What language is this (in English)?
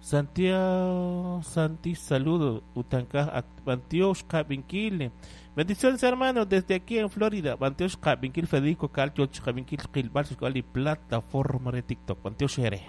Kekchí